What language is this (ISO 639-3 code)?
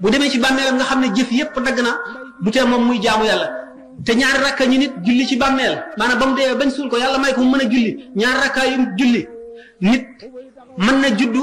wol